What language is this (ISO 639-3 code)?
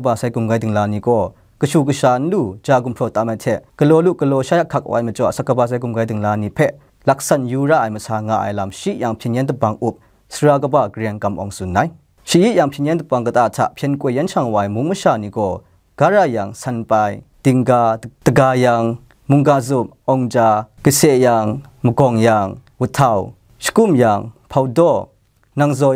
kac